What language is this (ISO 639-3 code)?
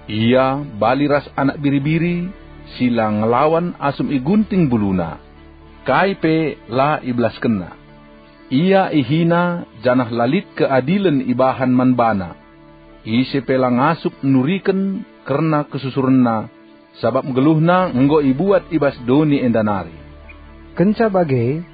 btx